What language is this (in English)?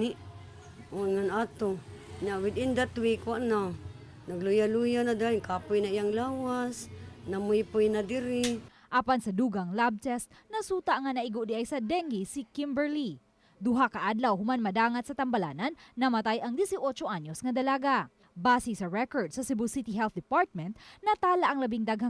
Cebuano